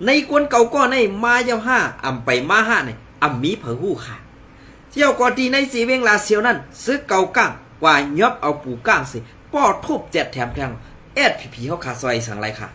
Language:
Shan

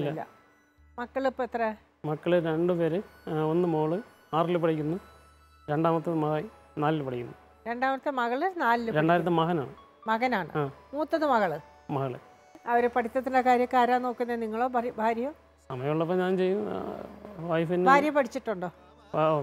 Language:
Malayalam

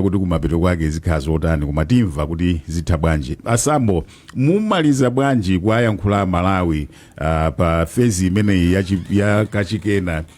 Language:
Nyanja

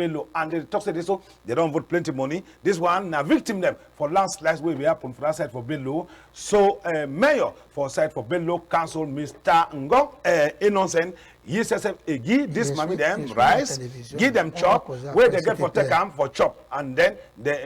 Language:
Cameroon Pidgin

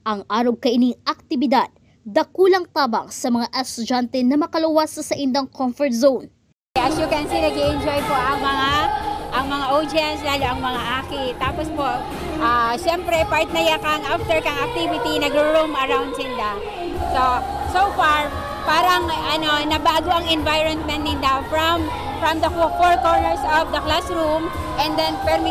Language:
Bikol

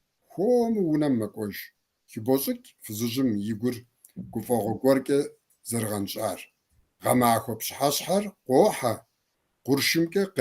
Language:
Kabardian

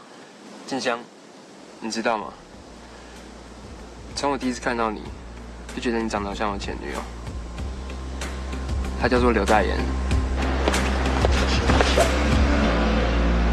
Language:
Chinese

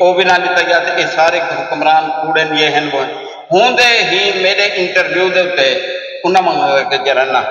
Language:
Saraiki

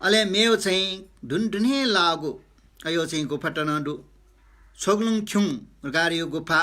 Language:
Newari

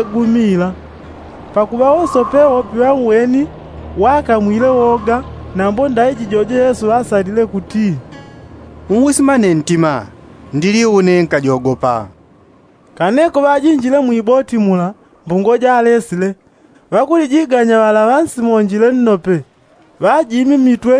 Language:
Yao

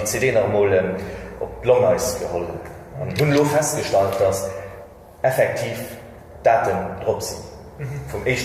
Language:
Luxembourgish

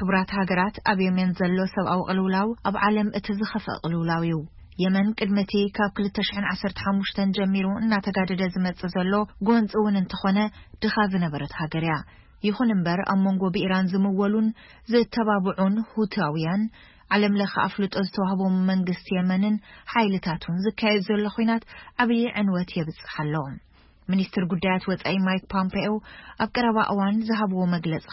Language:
Tigrinya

